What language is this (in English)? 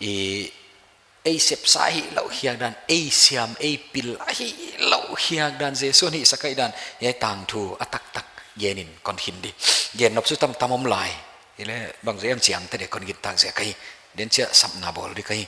Paite Chin